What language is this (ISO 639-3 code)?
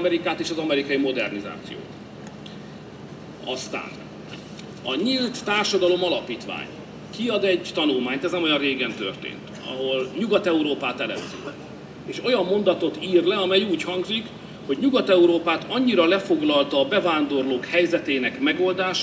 hun